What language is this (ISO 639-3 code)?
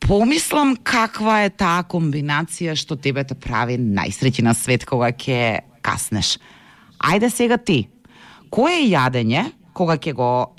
mkd